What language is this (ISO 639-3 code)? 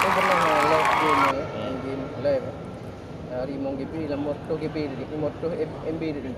ace